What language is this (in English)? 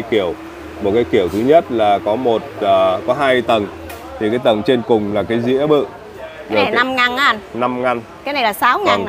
Vietnamese